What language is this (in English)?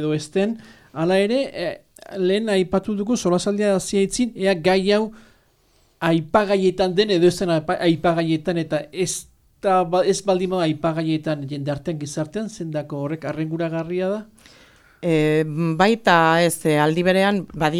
Basque